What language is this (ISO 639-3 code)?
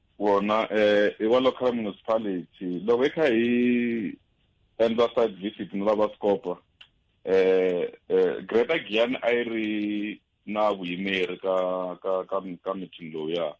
tso